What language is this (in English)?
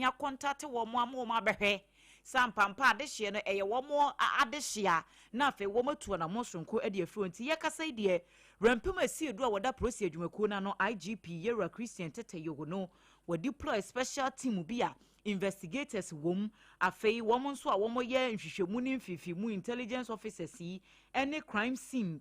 Akan